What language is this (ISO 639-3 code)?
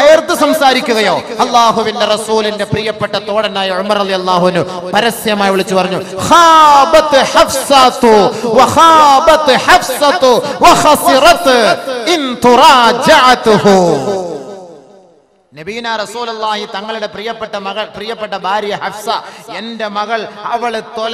mal